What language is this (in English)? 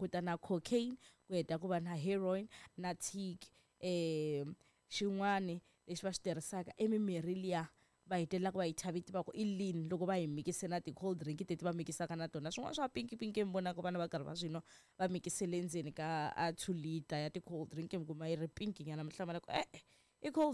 Tsonga